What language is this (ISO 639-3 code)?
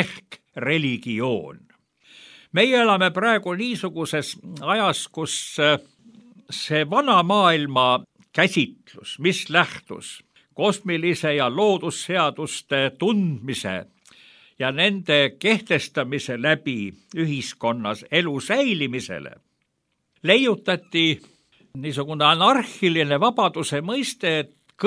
est